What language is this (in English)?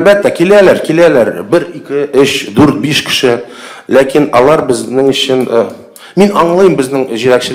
Tatar